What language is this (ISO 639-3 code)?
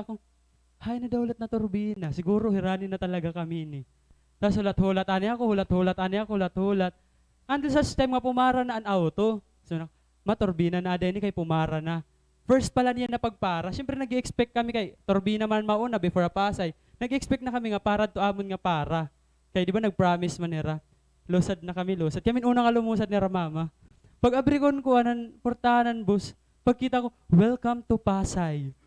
war